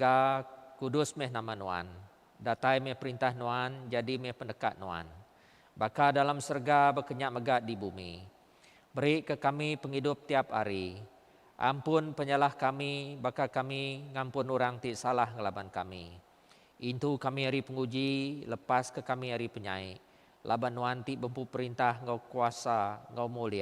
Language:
Iban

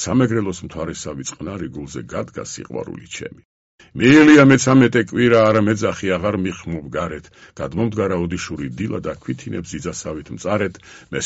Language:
Georgian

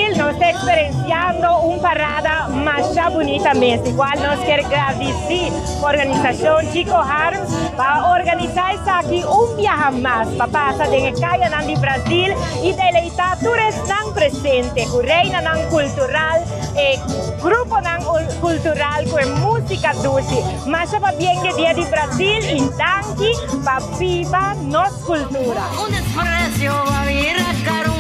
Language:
Papiamento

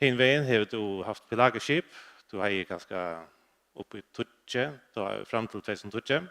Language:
Faroese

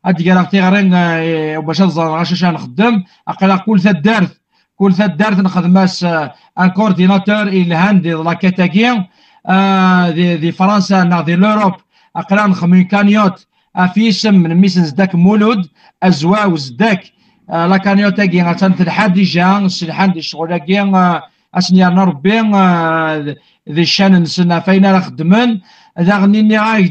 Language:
Kabyle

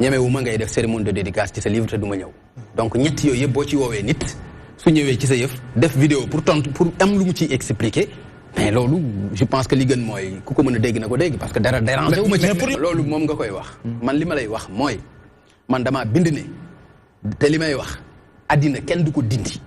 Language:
Wolof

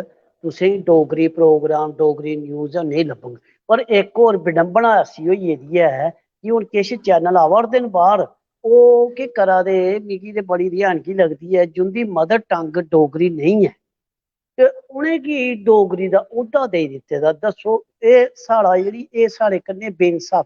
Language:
Dogri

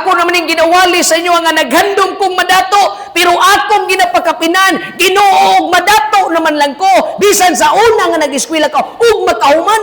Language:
Cebuano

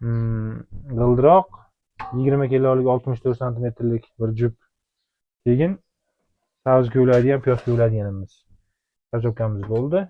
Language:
Uzbek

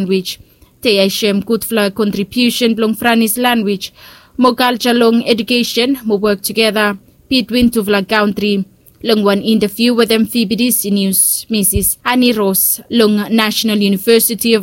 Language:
Bislama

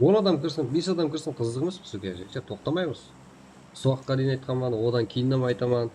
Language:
Kara-Kalpak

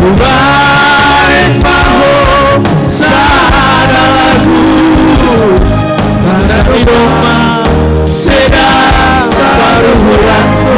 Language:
Batak Simalungun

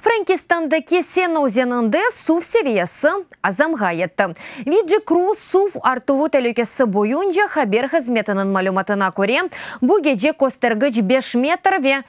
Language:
Crimean Tatar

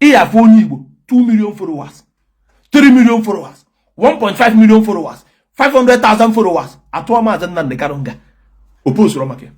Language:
Igbo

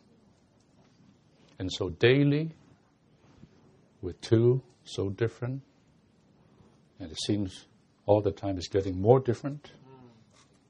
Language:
English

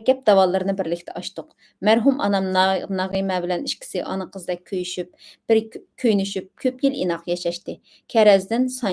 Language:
Uyghur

